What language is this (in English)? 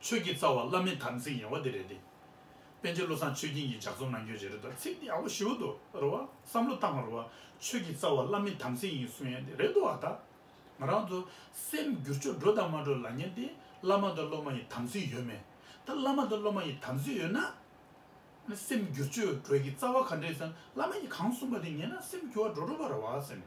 Tibetan